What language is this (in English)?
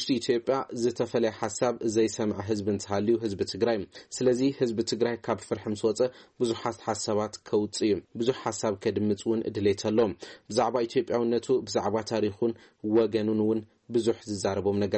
Tigrinya